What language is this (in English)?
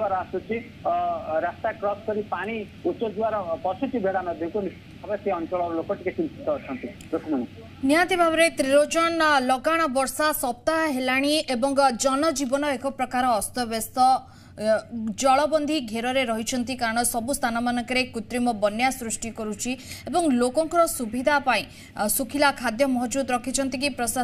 Odia